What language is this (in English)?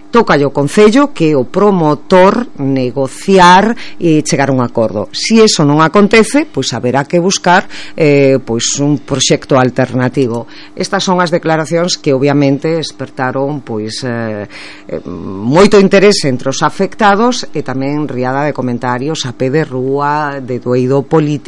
Galician